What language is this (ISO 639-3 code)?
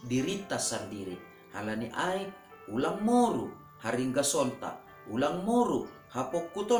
bts